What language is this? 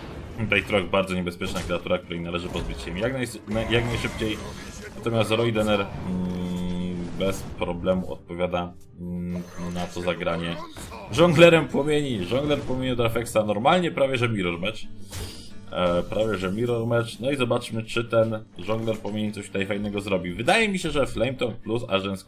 Polish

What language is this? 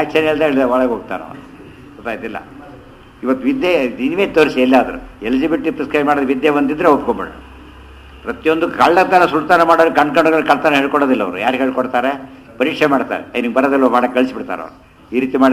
Kannada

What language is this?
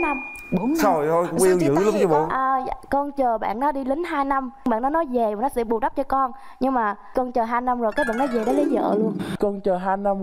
Vietnamese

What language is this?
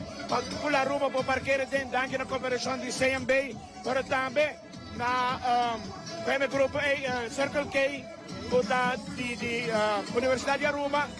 Papiamento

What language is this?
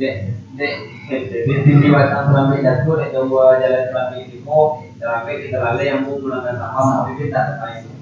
Minangkabau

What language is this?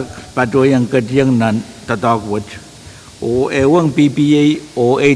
Pohnpeian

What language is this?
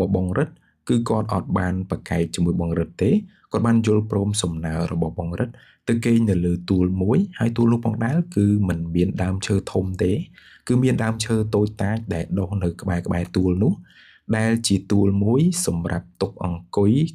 Khmer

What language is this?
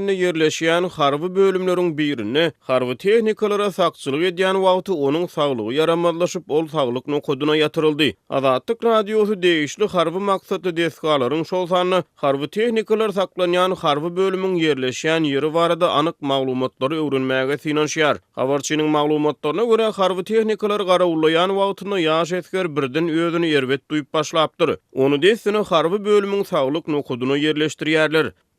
Turkmen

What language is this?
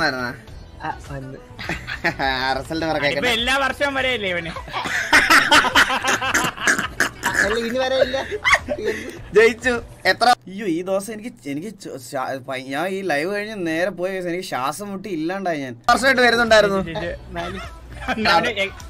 Malayalam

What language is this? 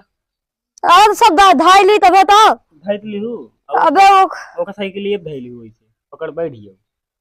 Awadhi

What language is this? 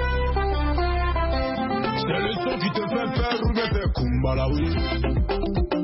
French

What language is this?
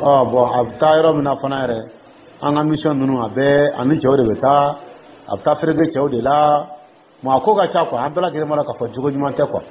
Dyula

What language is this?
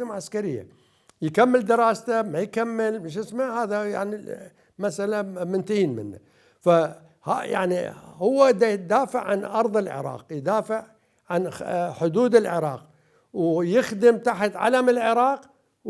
Mesopotamian Arabic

